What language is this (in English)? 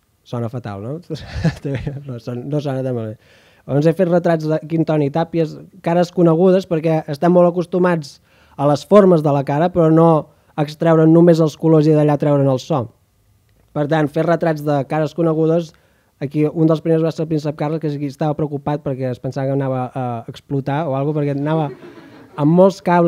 Catalan